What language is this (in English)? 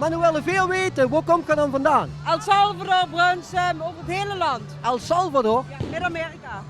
Limburgish